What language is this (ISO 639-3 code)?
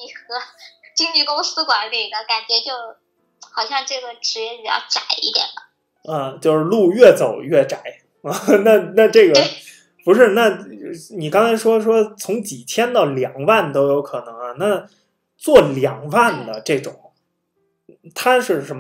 zho